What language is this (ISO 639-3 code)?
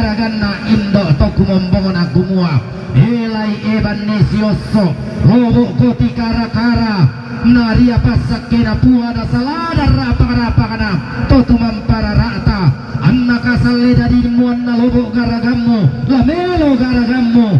sda